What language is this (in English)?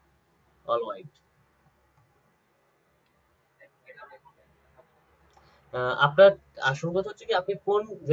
Bangla